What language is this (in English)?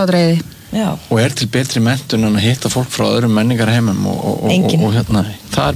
Icelandic